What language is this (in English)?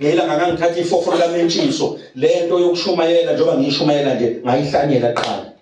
Zulu